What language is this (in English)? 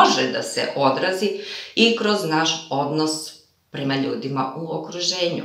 Serbian